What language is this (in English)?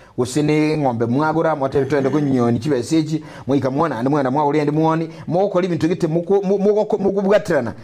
Gusii